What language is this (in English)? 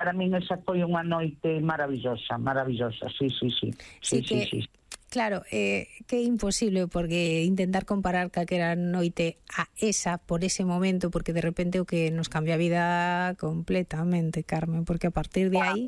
Galician